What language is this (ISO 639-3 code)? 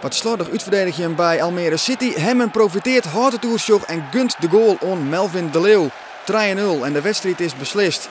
fry